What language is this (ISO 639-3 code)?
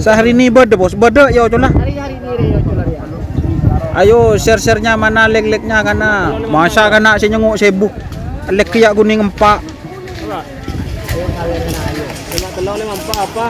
mad